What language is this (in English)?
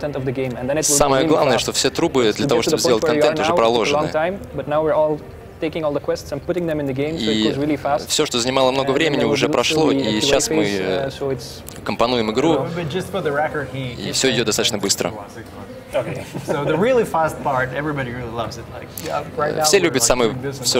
Russian